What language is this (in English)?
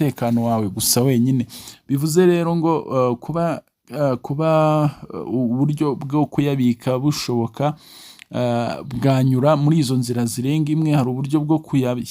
Kinyarwanda